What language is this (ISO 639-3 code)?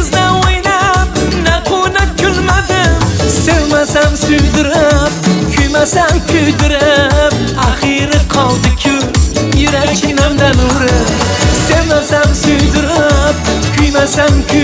kaa